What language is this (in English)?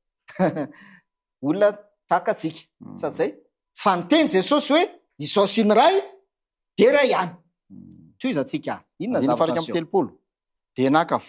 Malagasy